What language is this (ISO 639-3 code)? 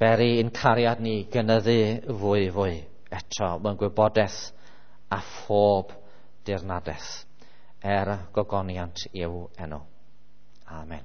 cym